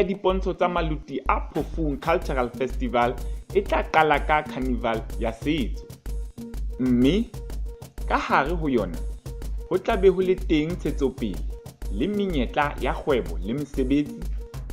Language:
Southern Sotho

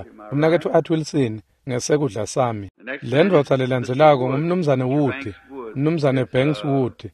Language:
Swati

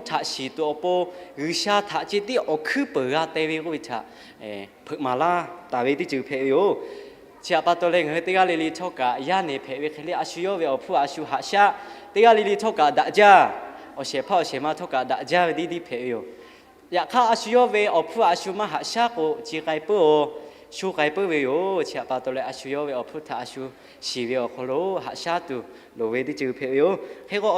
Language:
Lahu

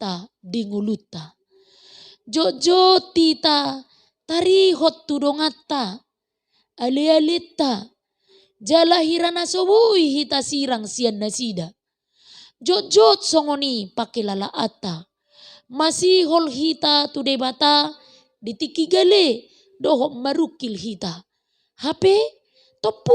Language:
Batak Toba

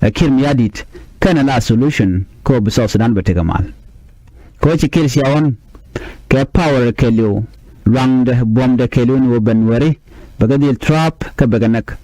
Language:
Nuer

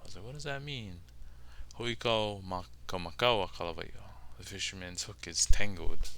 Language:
Hawaiian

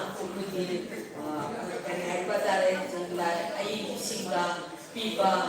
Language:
Manipuri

